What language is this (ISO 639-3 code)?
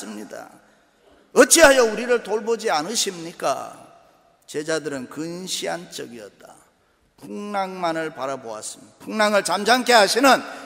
kor